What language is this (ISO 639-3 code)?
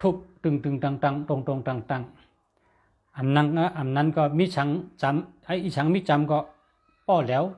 shn